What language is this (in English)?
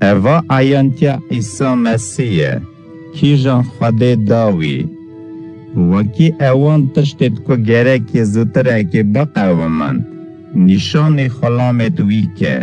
Kurdish